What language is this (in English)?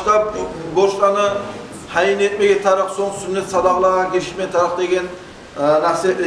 Kumyk